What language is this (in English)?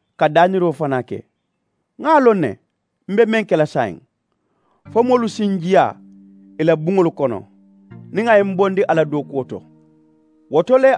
Mandingo